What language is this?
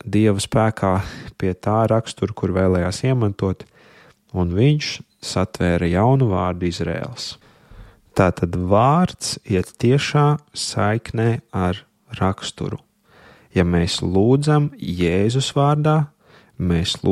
Latvian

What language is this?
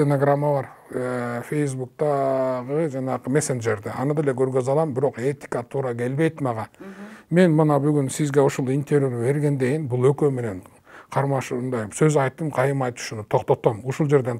Kyrgyz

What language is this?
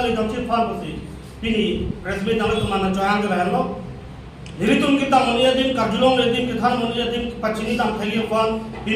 Karbi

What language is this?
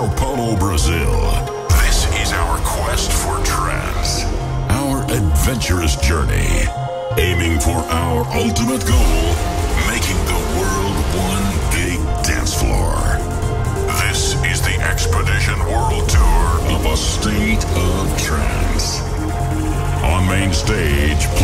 English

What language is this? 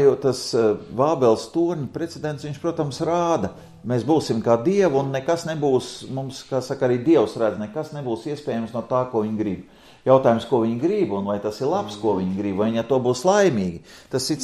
Latvian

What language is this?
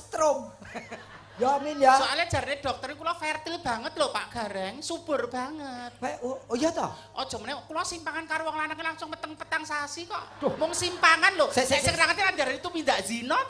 Javanese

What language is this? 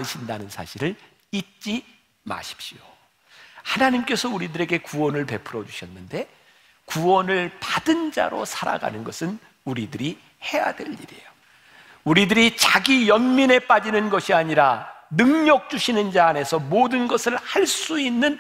Korean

